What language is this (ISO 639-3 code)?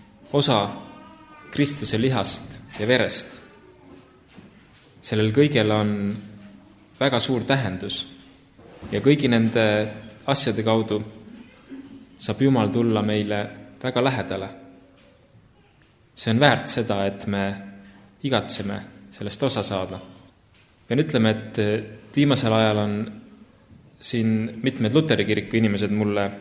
est